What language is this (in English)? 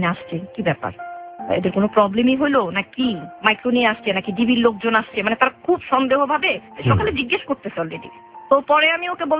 Bangla